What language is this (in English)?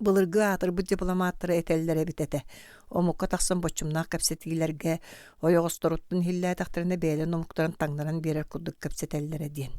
Yakut